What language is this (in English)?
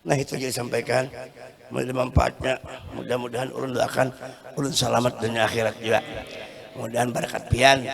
Banjar